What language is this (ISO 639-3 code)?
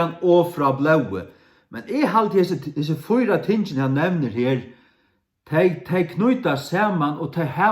fao